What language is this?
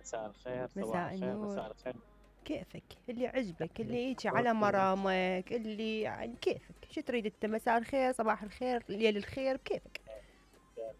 Mesopotamian Arabic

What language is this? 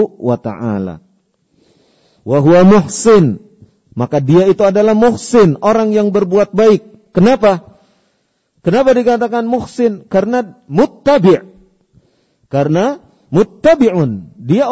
Indonesian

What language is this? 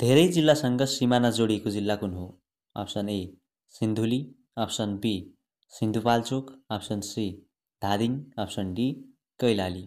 Nepali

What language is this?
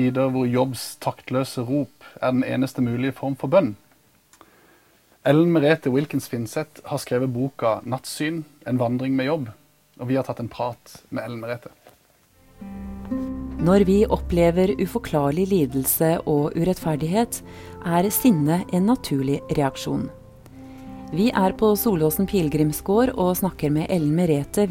Norwegian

